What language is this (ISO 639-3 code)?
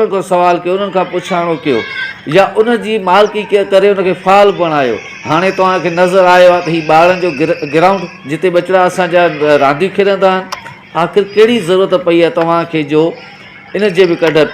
snd